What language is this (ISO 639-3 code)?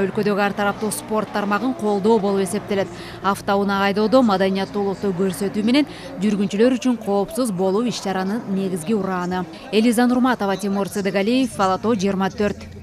kir